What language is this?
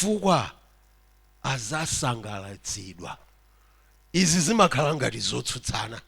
Nyanja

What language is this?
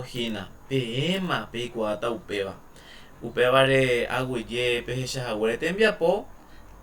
Guarani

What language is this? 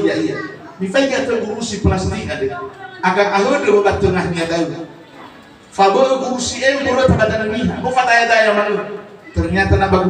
Nias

